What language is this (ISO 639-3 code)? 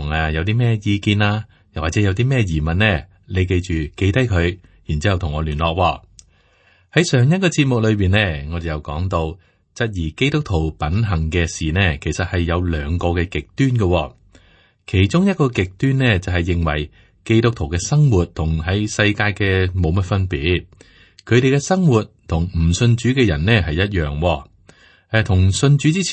yue